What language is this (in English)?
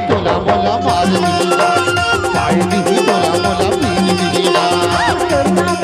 Chhattisgarhi